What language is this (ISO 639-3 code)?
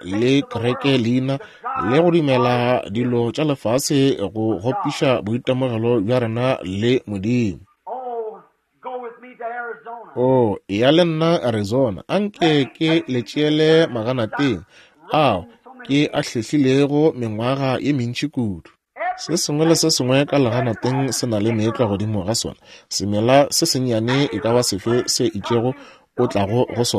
nso